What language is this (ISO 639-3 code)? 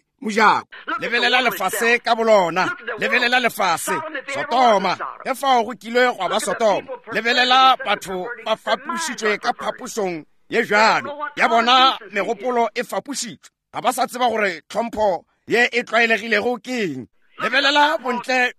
nso